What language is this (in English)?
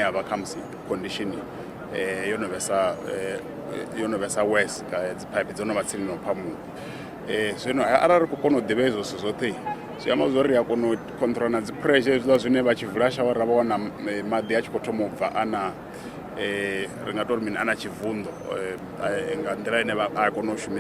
Venda